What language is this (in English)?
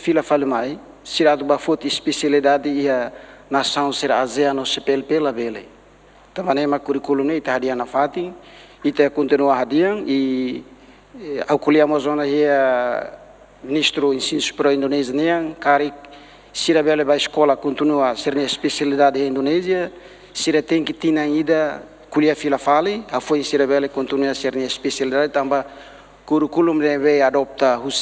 Tetum